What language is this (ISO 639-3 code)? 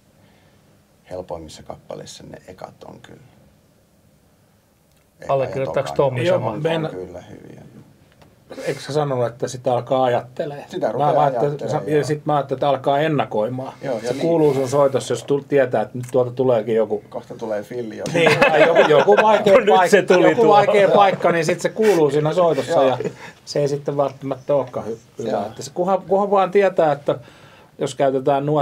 fin